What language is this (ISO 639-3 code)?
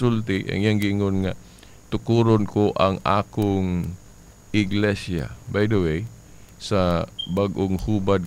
ceb